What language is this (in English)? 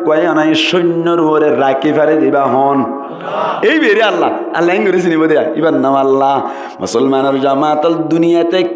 Rohingya